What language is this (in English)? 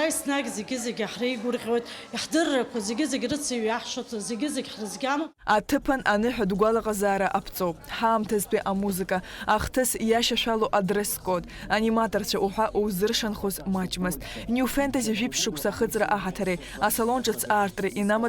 Abkhazian